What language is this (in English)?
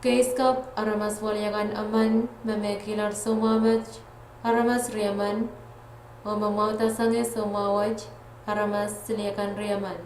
Pohnpeian